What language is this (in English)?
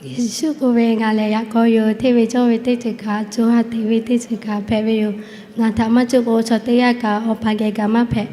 Lahu